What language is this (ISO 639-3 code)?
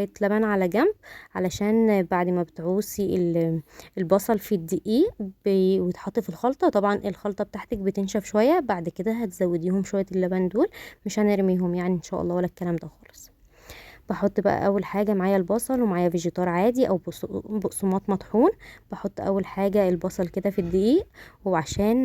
arz